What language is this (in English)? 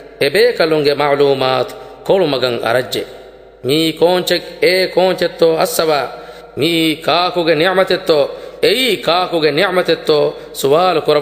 Divehi